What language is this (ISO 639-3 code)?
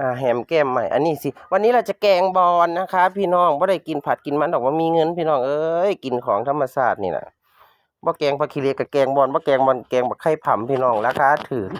tts